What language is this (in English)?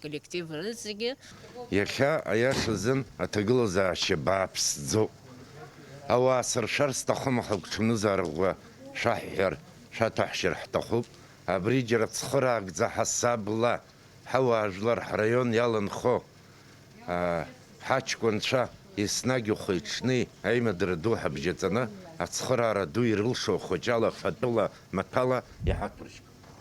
Abkhazian